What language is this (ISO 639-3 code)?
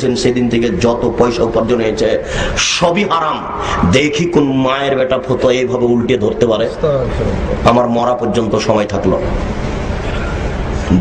ben